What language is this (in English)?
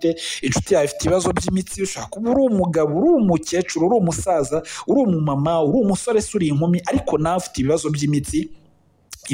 Kinyarwanda